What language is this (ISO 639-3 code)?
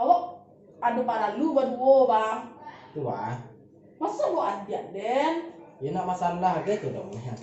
min